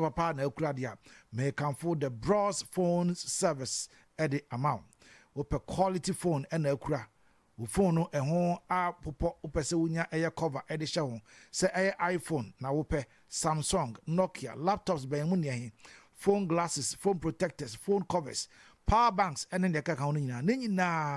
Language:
Akan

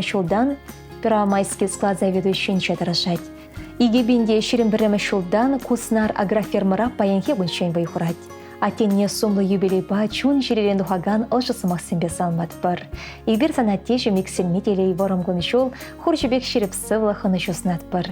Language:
Chuvash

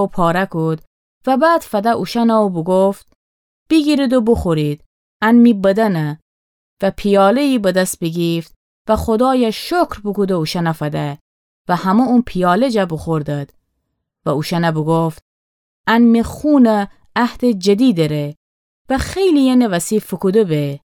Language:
Gilaki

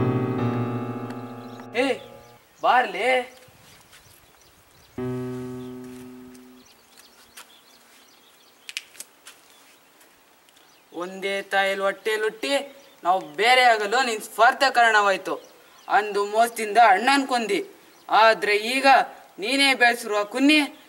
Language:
Kannada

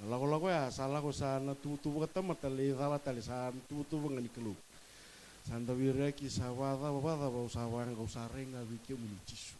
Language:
Fijian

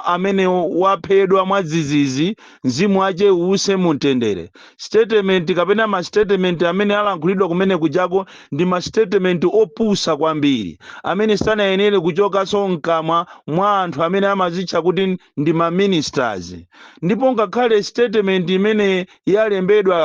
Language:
Nyanja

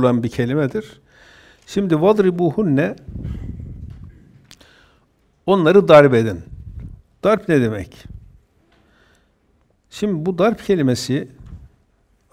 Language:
Turkish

